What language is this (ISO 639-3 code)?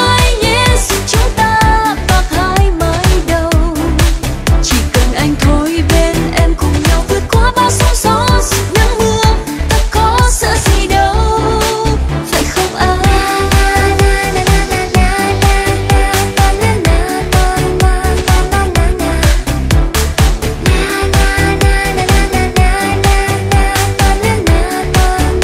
vie